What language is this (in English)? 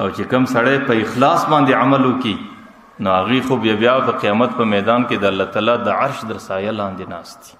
Pashto